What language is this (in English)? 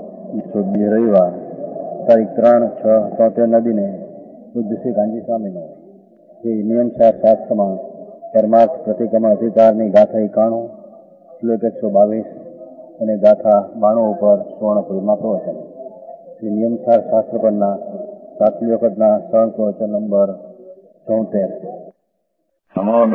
Gujarati